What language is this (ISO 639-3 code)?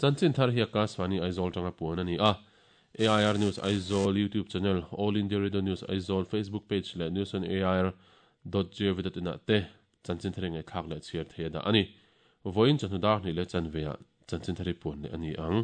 lus